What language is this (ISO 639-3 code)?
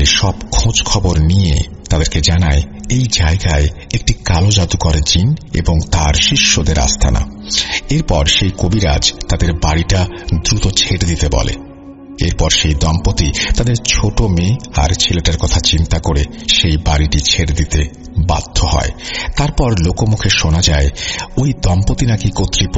ben